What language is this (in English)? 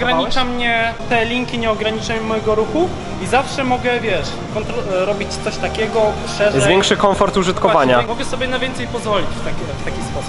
Polish